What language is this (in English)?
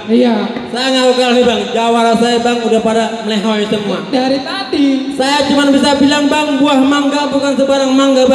Betawi